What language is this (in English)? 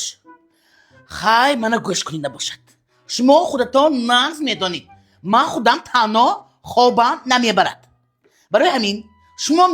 Tajik